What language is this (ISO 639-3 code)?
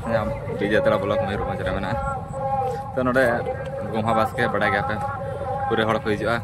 sat